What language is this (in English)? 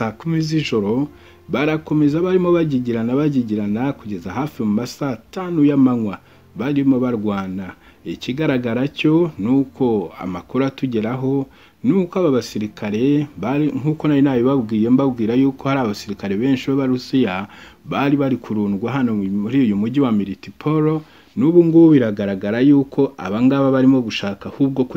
Kinyarwanda